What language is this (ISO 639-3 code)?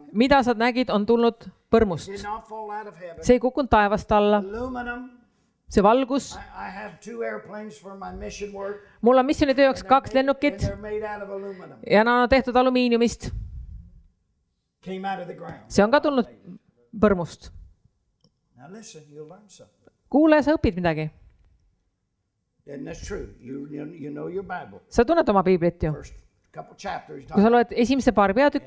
est